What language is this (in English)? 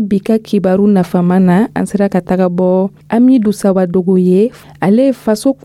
Dyula